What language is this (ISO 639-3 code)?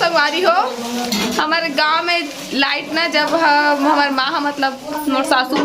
hne